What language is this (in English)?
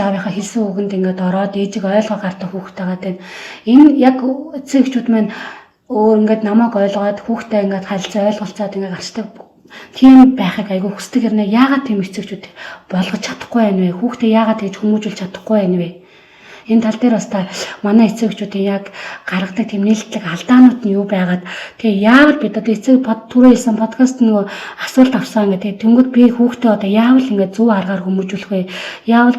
Mongolian